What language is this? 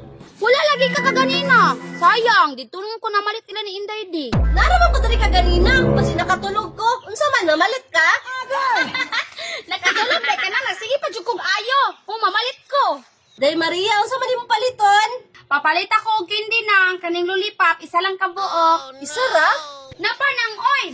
Cebuano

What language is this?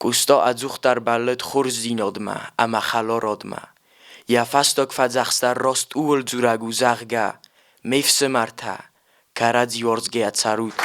Ossetic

